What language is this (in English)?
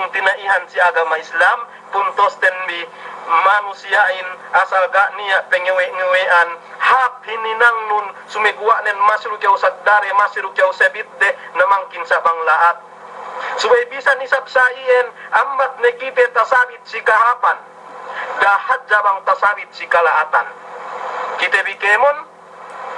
Yakan